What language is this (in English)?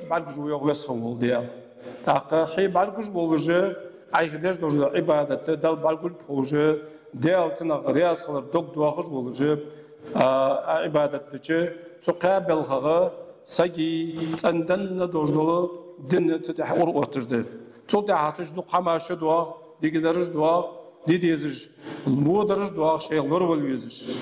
Ingush